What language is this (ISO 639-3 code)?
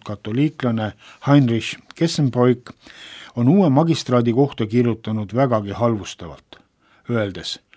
est